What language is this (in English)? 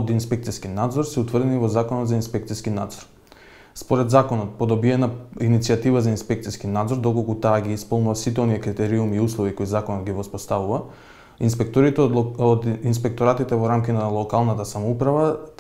Macedonian